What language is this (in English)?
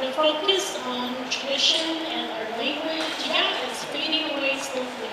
Navajo